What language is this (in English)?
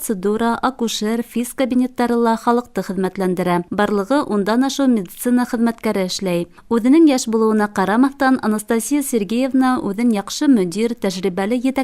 Bashkir